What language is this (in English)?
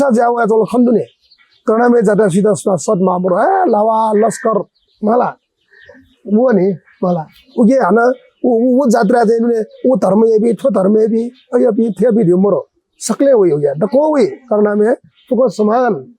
Newari